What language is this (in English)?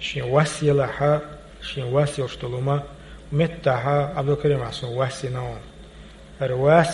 Chechen